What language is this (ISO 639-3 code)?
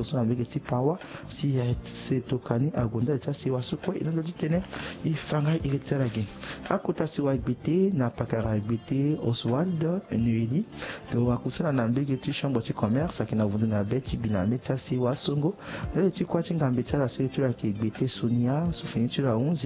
sag